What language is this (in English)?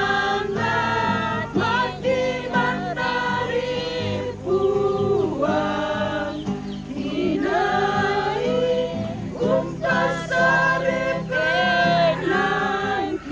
Toraja-Sa'dan